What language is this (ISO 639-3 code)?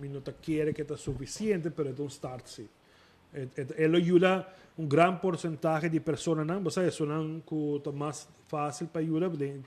pap